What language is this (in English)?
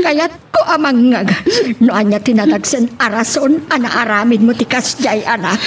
Iloko